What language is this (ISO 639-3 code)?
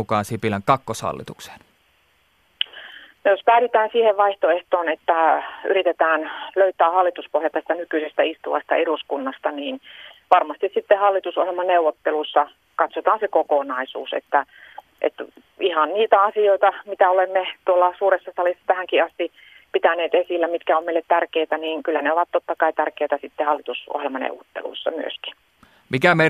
fin